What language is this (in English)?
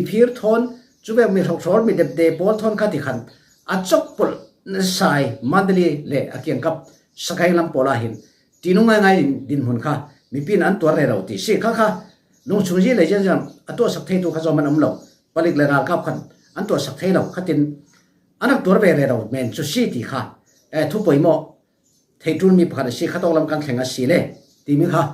Falam Chin